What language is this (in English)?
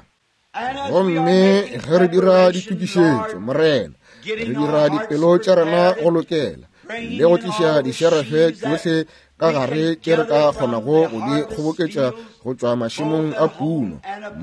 Northern Sotho